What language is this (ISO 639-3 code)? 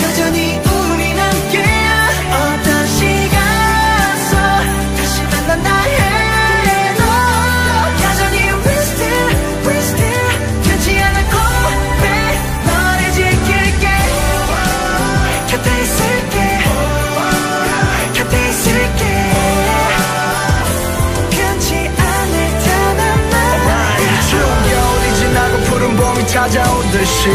kor